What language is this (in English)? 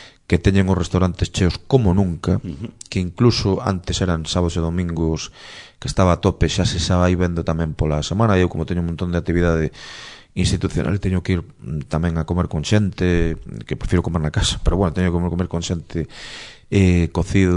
Galician